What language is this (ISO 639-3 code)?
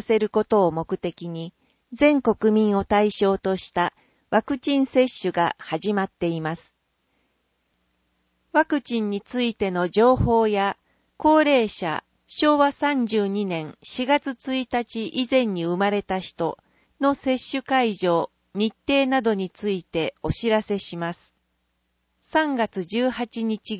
jpn